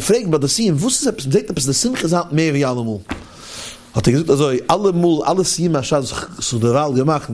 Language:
Yiddish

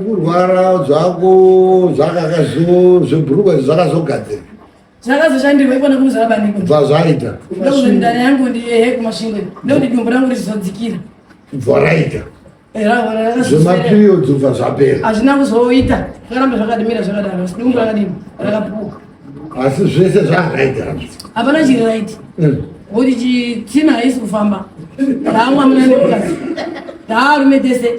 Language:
Shona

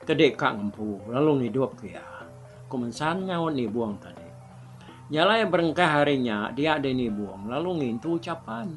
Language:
Iban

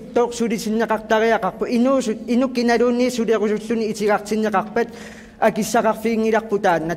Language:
Kalaallisut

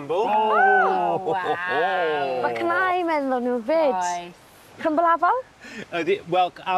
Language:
Welsh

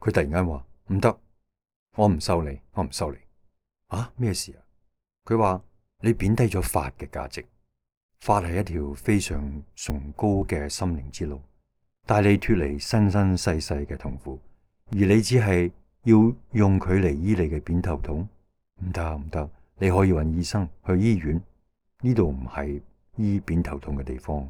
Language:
Cantonese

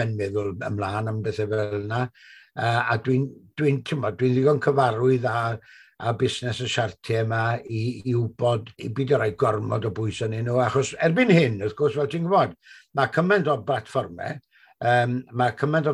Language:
Welsh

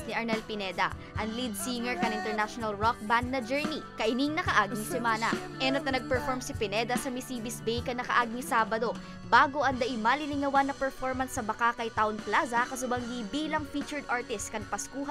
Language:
Bikol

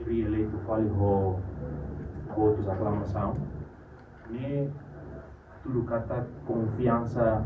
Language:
Tetum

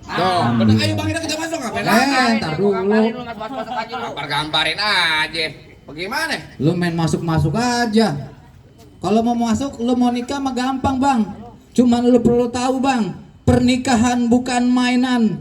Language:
Betawi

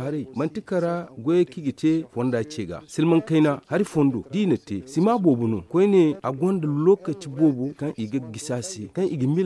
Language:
Zarma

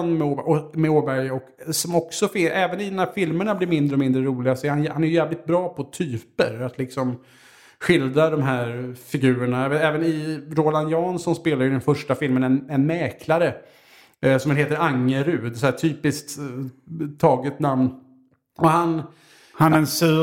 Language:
Swedish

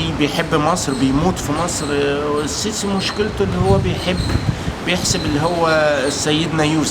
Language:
Egyptian Arabic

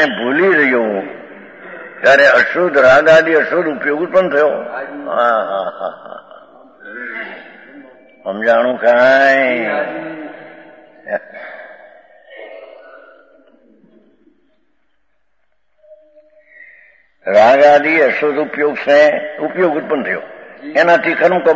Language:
Gujarati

